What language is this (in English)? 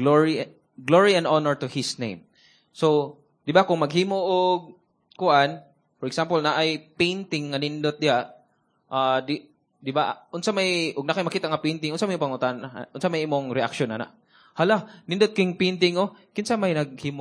Cebuano